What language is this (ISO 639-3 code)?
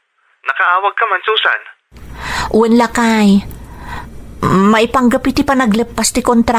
ilo